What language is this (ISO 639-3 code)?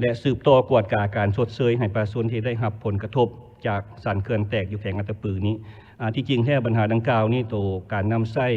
lao